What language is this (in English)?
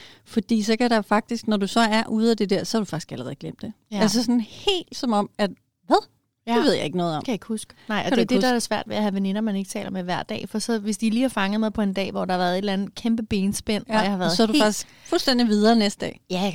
Danish